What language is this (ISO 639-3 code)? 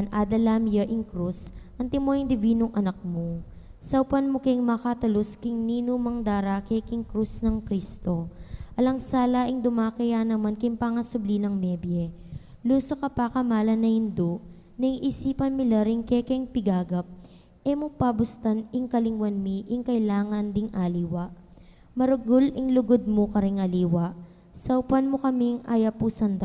pam